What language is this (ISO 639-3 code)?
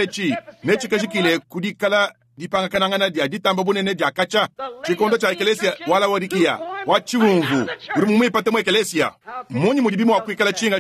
lua